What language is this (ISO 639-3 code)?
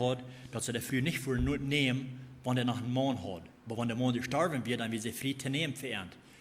pdt